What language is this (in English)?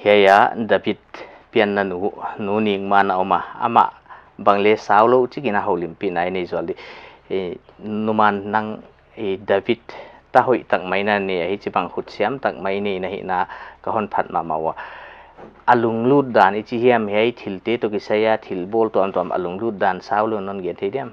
Paite Chin